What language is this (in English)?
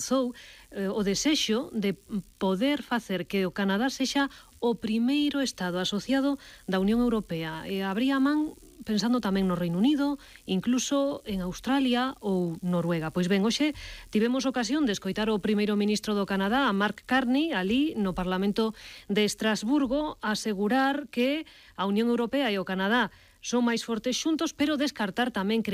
Galician